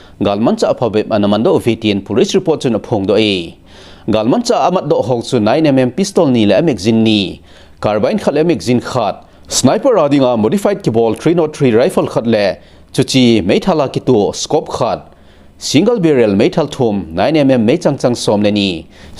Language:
Thado Chin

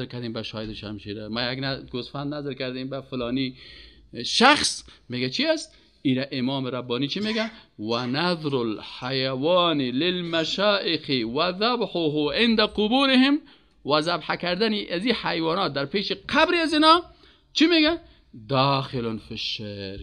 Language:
Persian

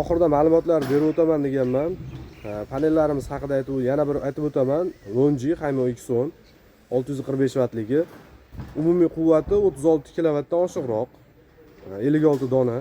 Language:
Uzbek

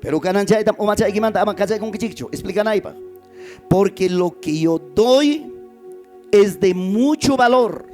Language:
Ayacucho Quechua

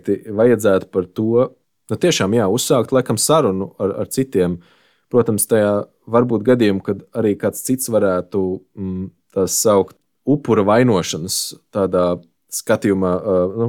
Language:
Latvian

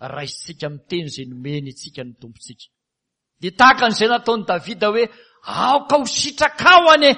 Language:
Malagasy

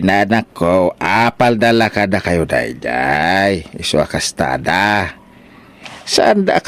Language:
Iloko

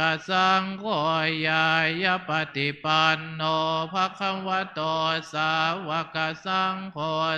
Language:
Pali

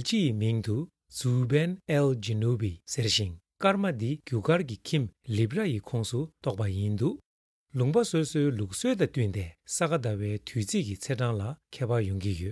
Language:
Tibetan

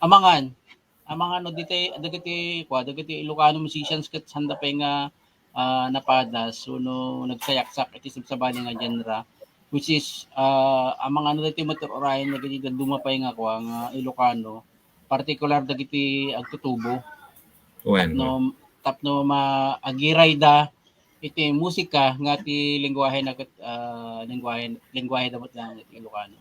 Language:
Iloko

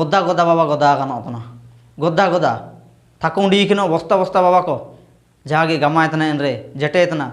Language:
Ho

